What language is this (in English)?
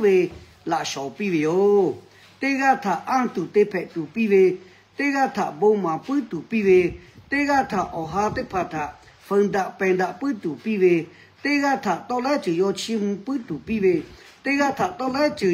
Lahu